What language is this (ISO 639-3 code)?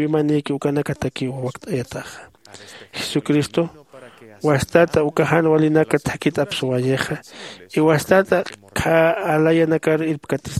aym